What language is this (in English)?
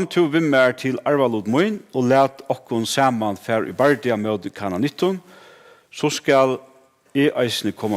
Faroese